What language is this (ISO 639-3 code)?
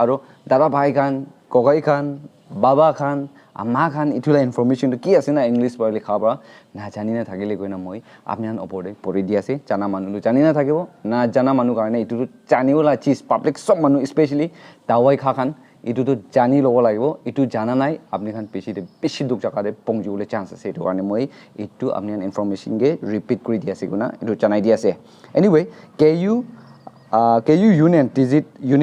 nag